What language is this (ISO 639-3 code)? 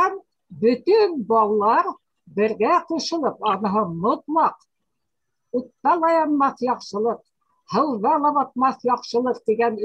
bak